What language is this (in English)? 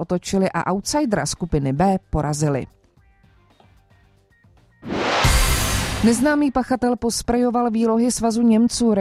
Czech